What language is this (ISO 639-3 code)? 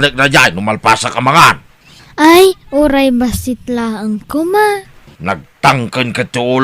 ilo